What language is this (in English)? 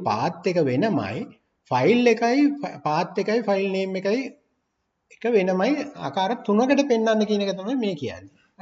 Sinhala